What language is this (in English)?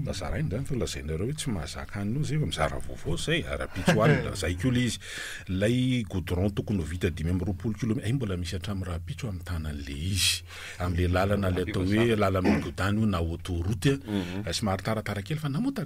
Malagasy